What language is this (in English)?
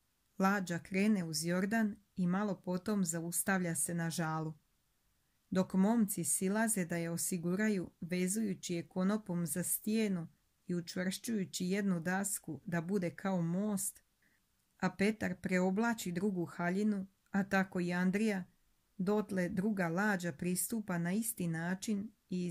Croatian